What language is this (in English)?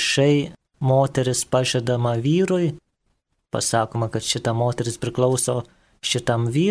Lithuanian